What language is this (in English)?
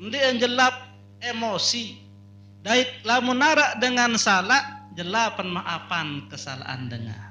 Sasak